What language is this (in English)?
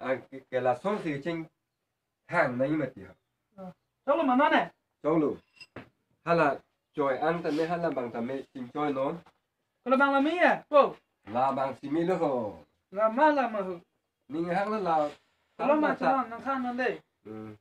Karbi